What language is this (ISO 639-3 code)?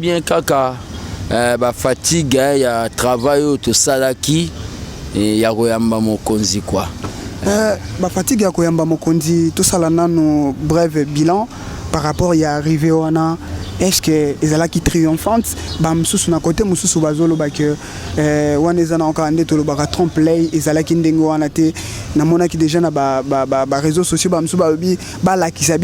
lin